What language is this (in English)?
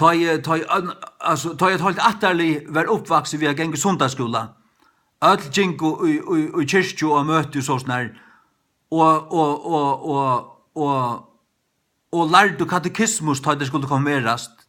Faroese